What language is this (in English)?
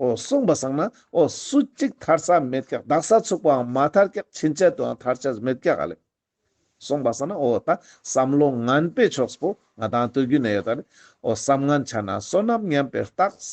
Ladakhi